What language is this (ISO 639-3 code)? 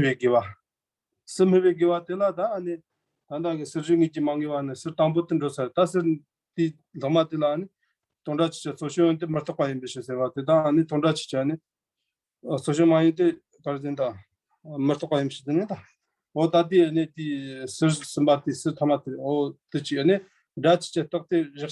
bod